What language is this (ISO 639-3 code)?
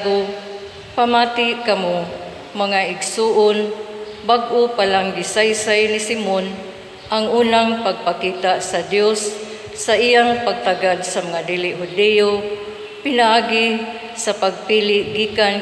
ceb